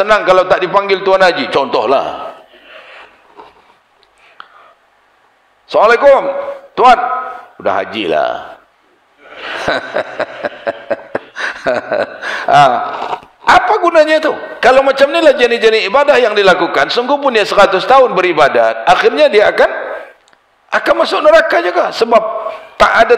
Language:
Malay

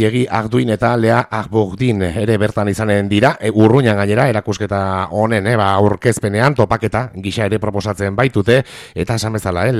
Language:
Basque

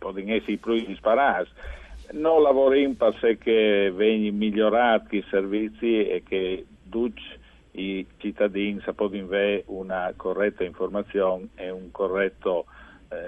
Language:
Friulian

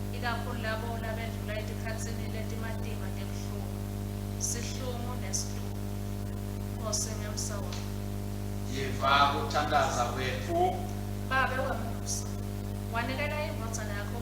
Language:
Swati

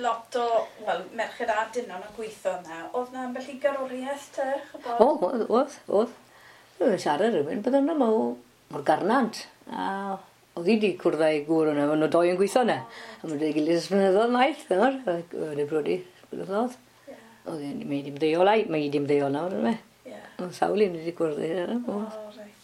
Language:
Welsh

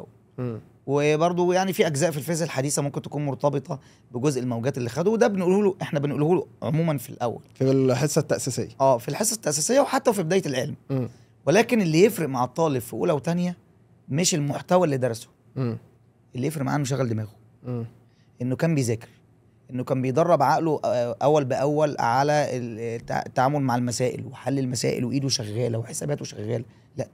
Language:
Egyptian Arabic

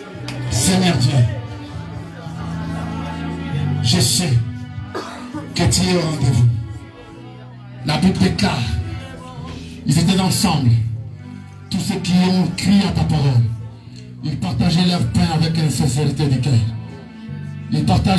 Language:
French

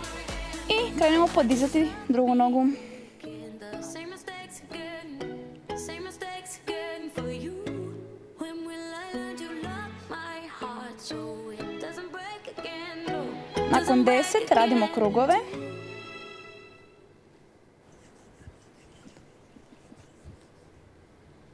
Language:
Croatian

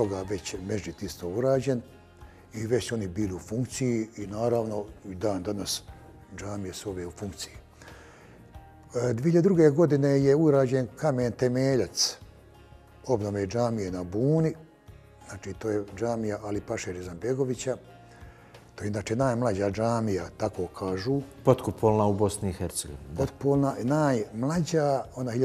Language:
Bosnian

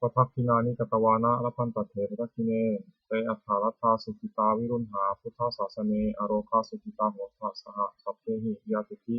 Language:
Pali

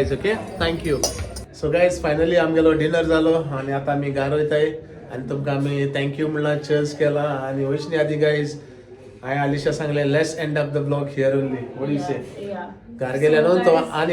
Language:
Konkani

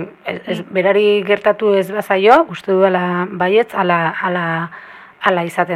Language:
Basque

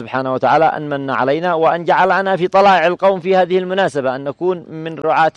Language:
Arabic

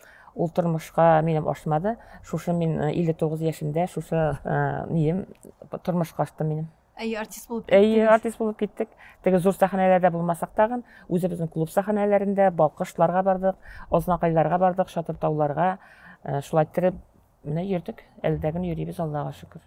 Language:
Tatar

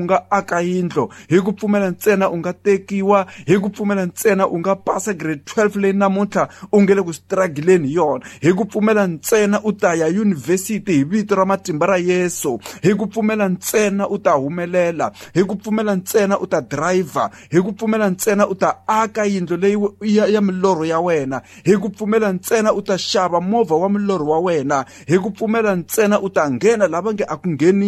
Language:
Tsonga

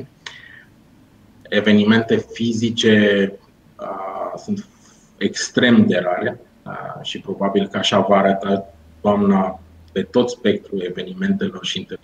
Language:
Romanian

